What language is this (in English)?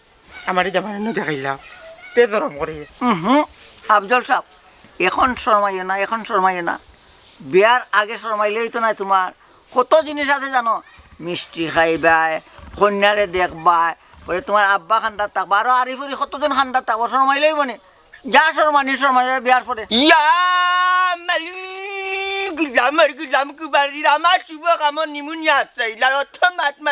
Sylheti